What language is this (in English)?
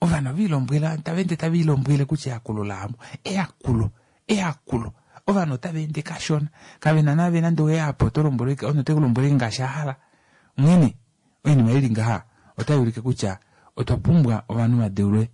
Kuanyama